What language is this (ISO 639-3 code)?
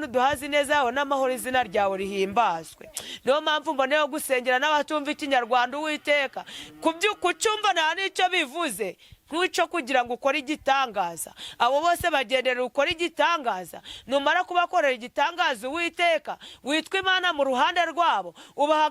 kin